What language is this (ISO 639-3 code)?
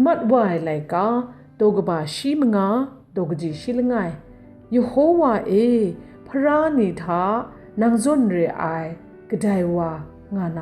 kac